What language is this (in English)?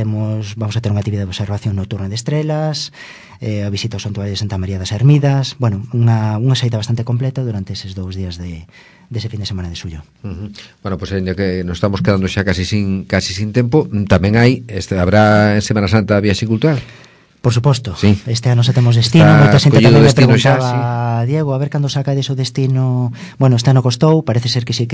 Galician